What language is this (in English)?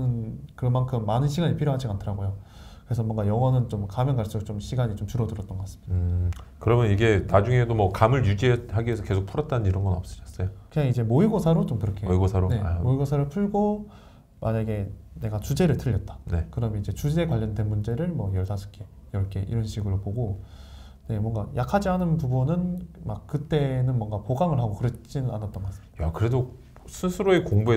Korean